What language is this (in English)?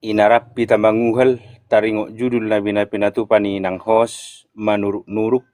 Batak Toba